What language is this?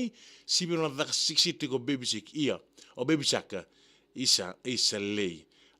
Fijian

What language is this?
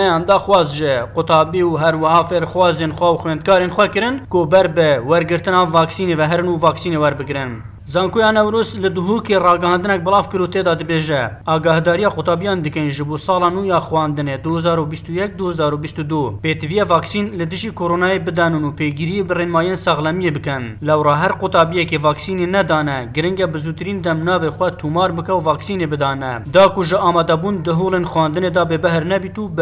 Kurdish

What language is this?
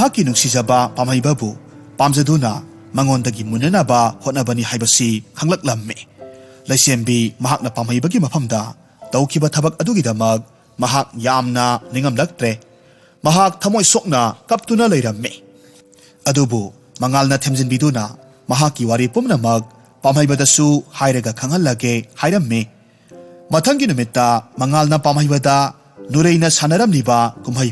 Manipuri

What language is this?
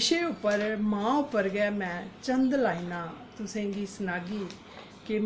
Dogri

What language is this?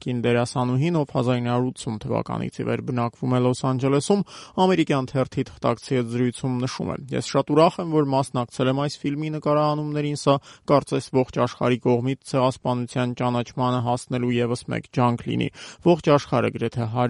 Armenian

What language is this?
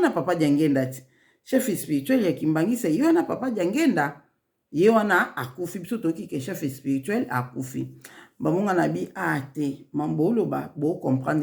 Lingala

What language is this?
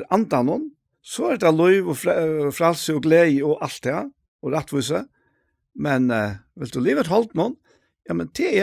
Faroese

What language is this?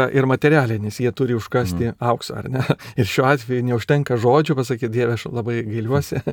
Lithuanian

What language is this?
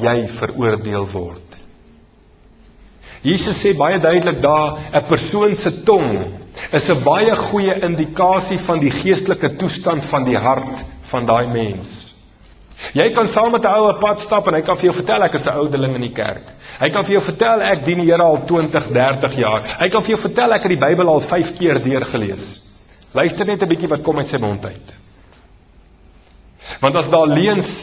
Afrikaans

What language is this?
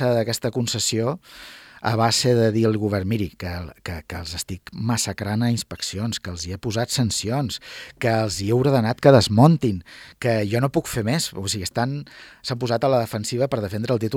Catalan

